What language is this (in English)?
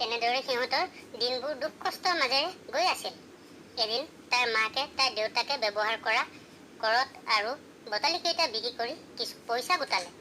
Assamese